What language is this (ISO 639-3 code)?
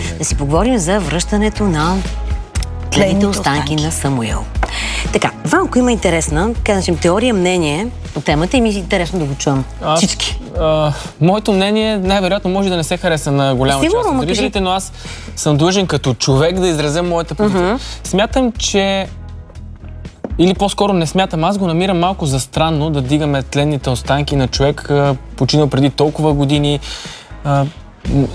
bul